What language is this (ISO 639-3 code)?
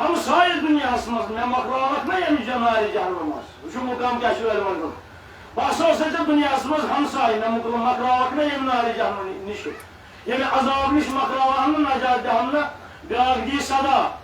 kas